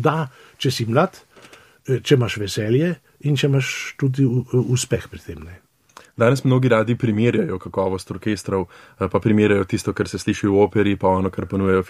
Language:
Slovenian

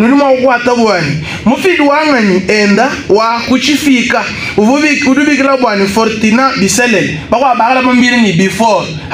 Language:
Luba-Lulua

